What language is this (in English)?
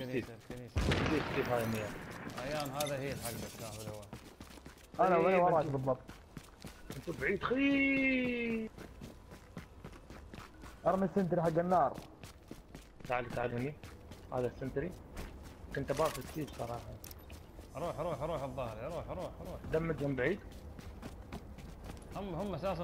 Gulf Arabic